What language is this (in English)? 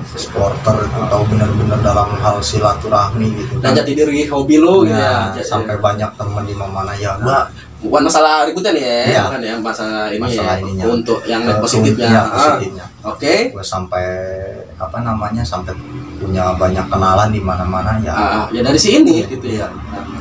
Indonesian